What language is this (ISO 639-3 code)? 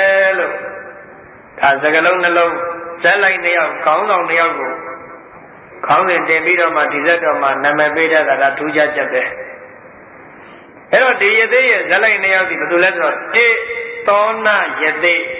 mya